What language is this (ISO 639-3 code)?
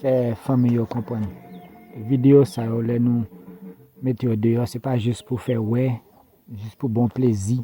hat